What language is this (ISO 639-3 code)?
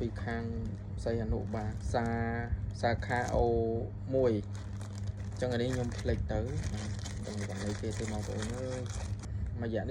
khm